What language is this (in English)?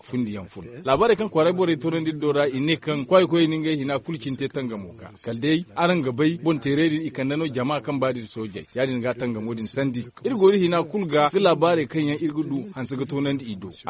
Zarma